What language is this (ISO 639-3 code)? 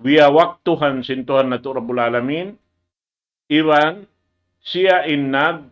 tsg